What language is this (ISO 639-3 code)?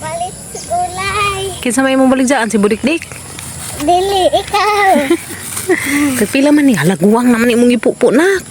ceb